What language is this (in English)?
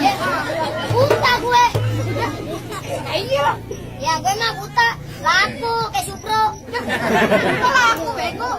Betawi